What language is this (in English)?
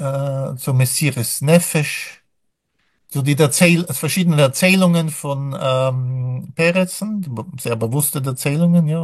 Yiddish